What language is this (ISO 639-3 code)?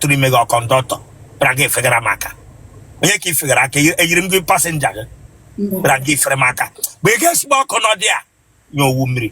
ibo